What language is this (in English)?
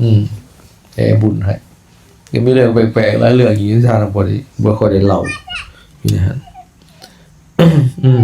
Lao